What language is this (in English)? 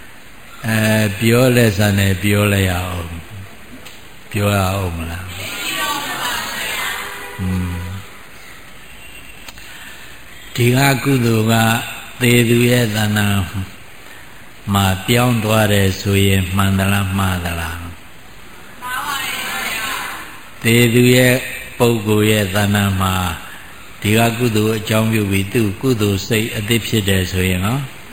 Burmese